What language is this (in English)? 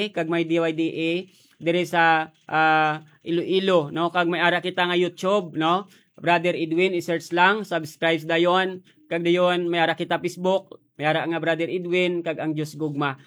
Hiligaynon